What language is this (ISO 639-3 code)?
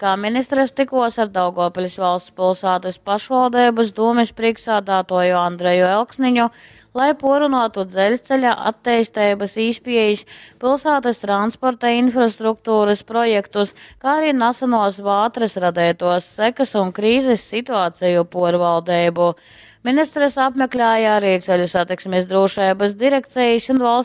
ltg